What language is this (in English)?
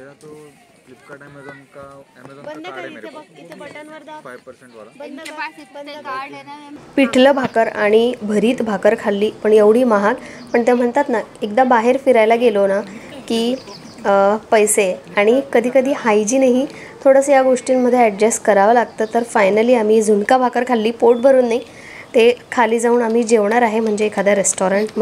Marathi